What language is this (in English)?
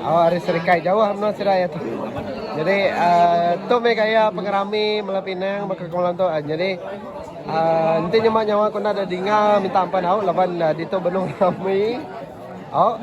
Iban